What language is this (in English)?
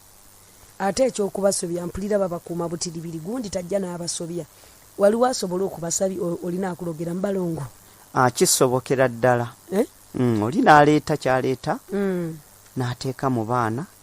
Ganda